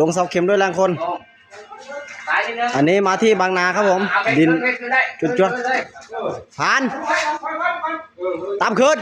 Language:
Lao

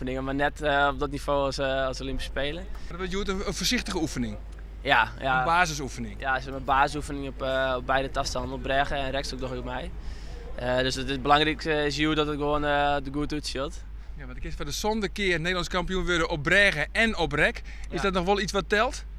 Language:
Western Frisian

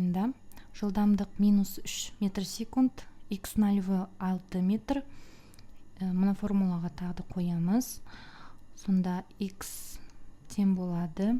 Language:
Kazakh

